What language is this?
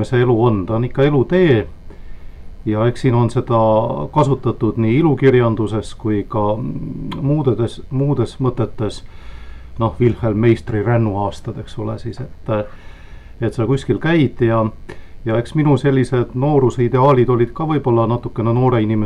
Estonian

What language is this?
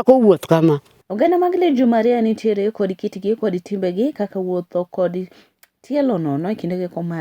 Luo (Kenya and Tanzania)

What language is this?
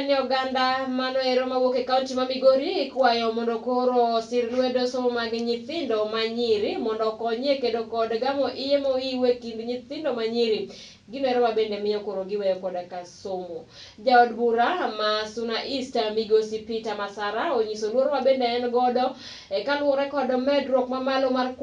Luo (Kenya and Tanzania)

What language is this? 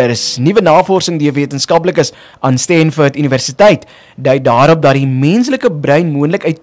Afrikaans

